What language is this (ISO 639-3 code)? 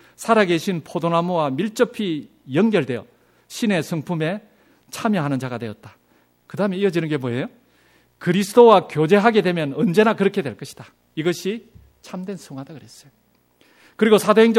kor